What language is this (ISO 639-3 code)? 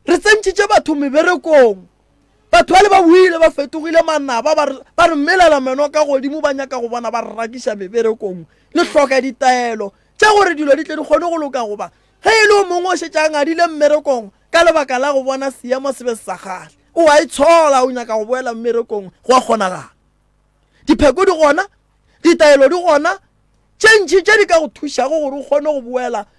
nso